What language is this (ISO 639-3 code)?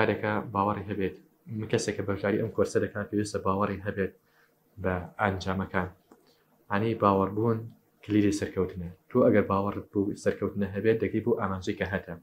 ckb